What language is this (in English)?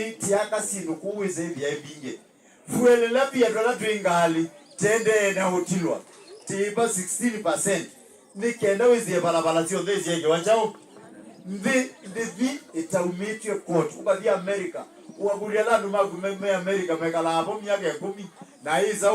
Kamba